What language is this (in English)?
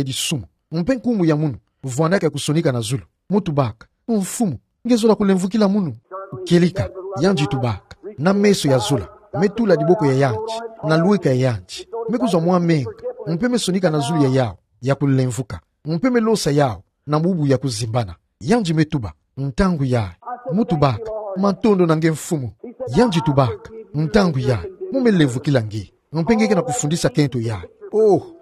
Kituba (Democratic Republic of Congo)